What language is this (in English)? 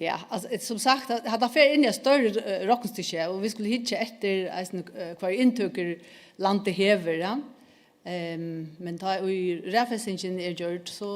Faroese